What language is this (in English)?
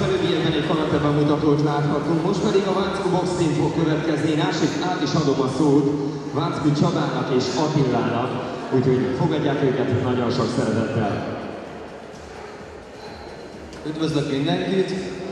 Hungarian